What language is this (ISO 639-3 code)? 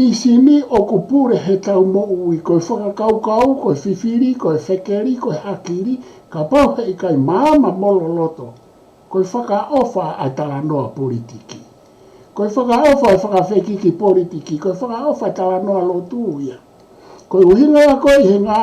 ton